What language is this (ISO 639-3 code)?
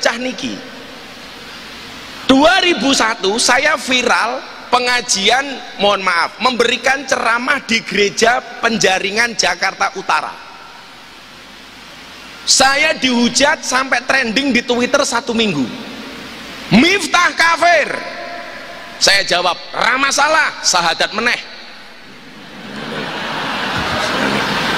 ind